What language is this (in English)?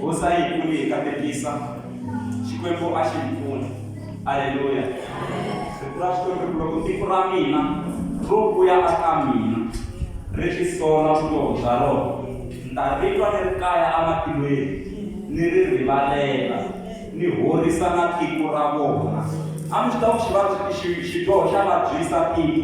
Tsonga